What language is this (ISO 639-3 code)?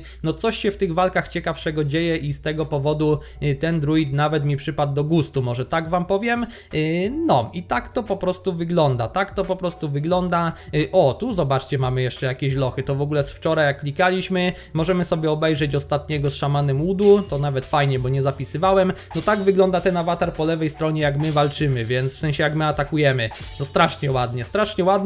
pol